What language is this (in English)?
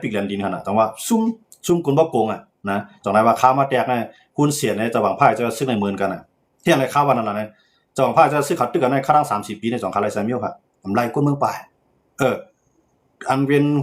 Shan